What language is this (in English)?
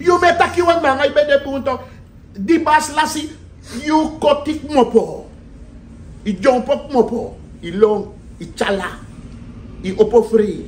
Sranan Tongo